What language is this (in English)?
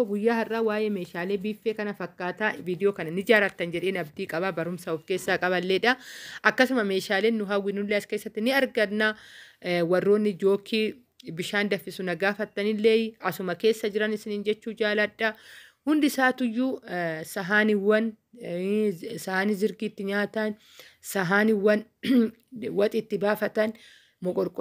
Oromo